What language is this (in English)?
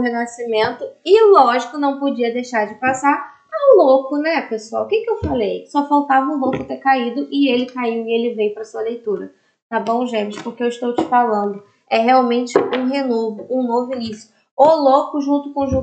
Portuguese